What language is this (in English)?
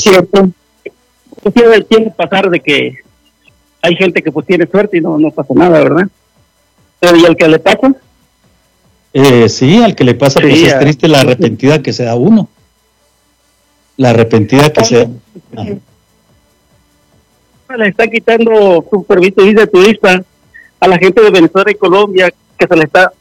Spanish